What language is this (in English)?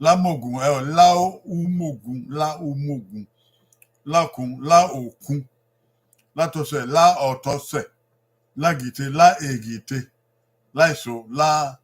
Bini